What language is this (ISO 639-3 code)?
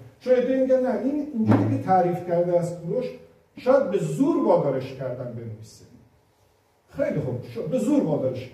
fas